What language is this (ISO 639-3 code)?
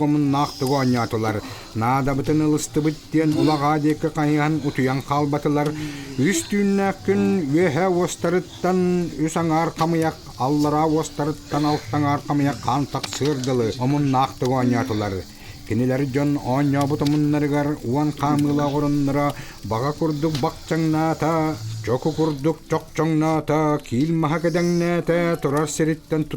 sah